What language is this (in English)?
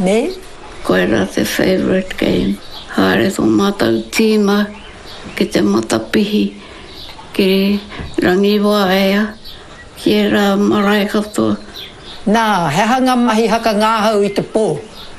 Māori